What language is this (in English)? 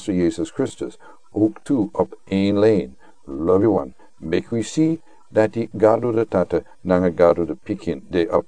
Sranan Tongo